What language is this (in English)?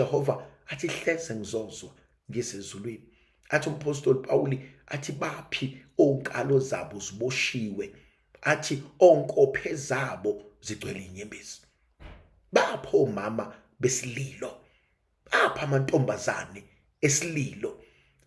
Zulu